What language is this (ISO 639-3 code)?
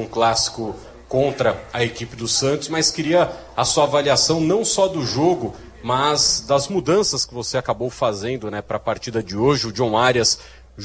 por